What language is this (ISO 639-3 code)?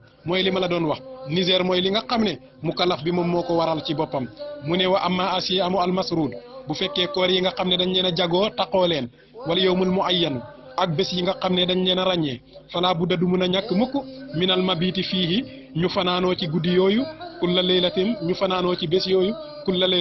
wol